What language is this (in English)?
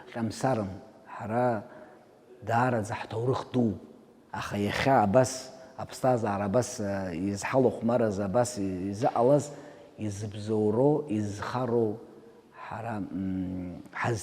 Abkhazian